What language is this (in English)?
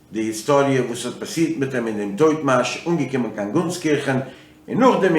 Yiddish